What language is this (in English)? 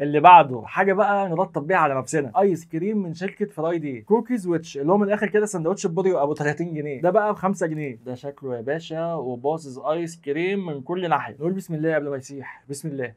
Egyptian Arabic